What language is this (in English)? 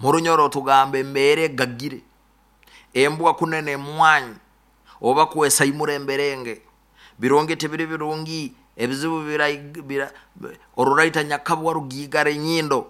Nyoro